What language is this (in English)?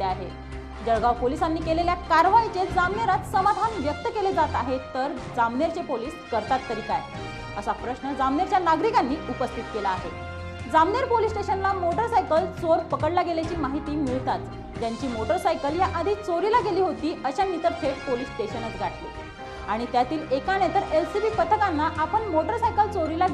Marathi